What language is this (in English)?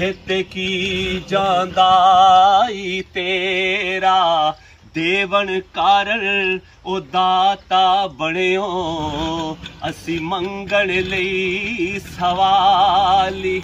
Pahari-Potwari